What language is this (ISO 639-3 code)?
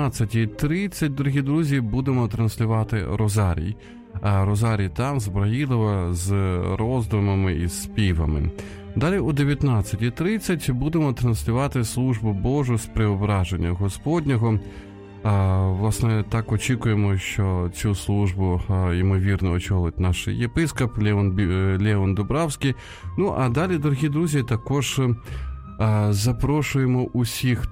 ukr